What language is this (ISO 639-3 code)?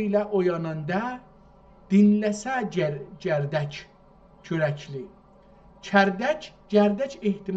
azb